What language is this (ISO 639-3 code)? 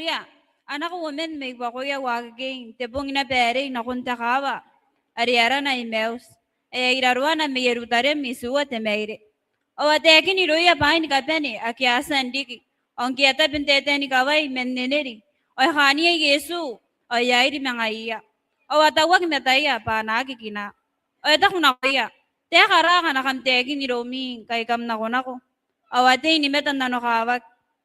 gil